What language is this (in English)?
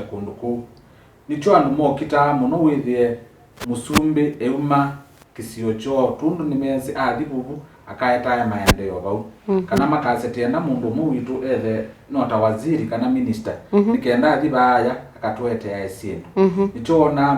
Kamba